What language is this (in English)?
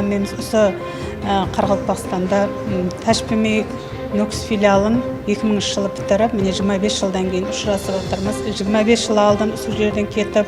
Kara-Kalpak